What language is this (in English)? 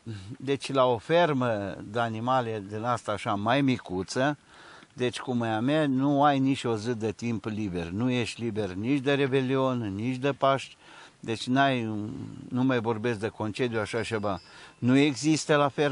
Romanian